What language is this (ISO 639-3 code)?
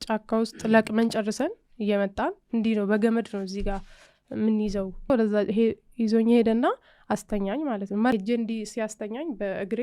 amh